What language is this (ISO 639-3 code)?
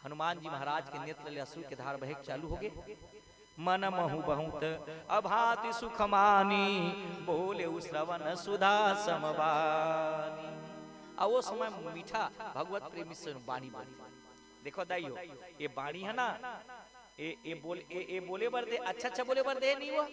hne